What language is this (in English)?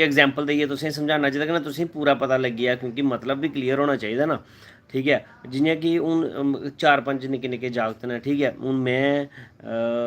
Dogri